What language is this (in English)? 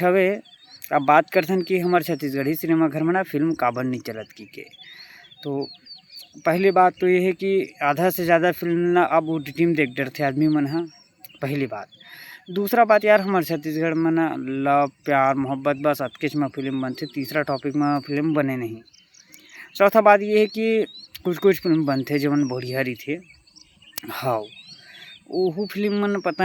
Chhattisgarhi